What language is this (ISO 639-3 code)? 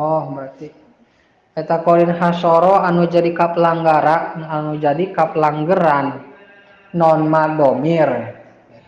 sun